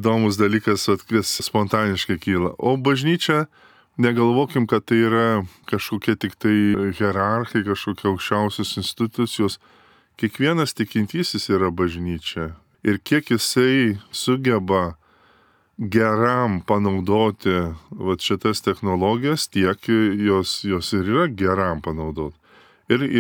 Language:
Lithuanian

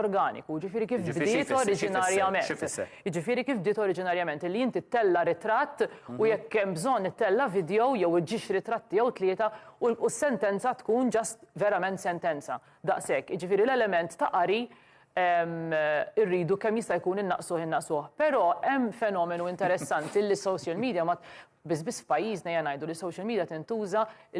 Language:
Maltese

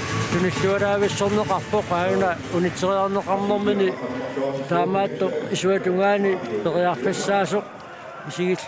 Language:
Kalaallisut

